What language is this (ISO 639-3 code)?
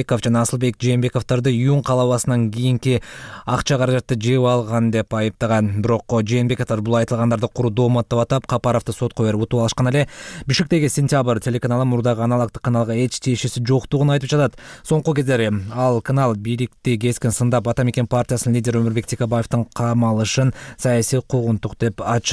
kir